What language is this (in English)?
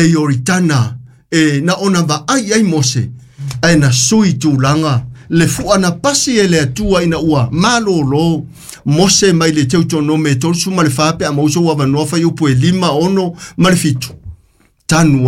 Samoan